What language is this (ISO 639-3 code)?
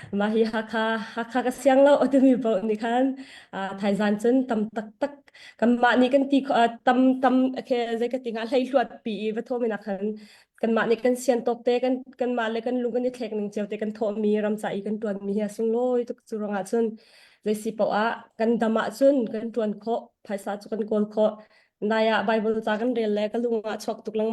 cnh